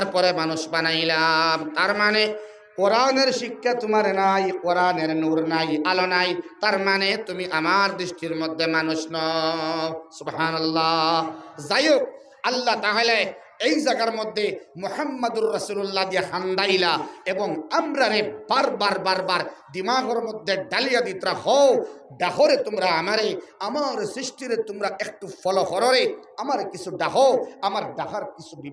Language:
Sylheti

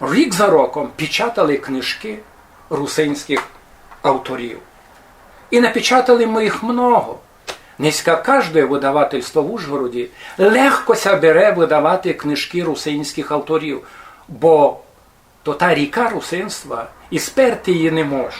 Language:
Rusyn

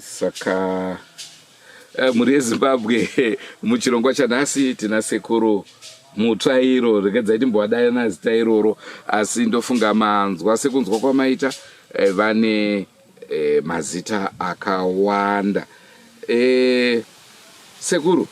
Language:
Shona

